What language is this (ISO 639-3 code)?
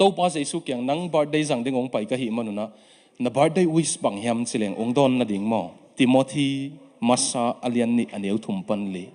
ctd